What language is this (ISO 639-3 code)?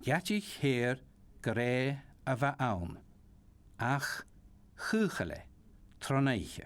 gla